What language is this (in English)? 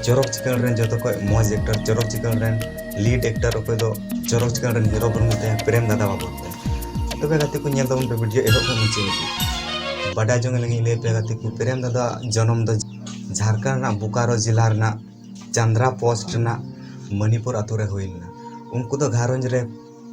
Santali